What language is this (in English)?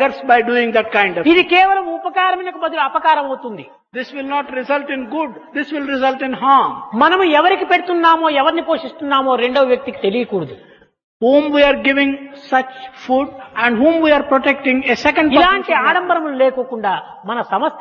Telugu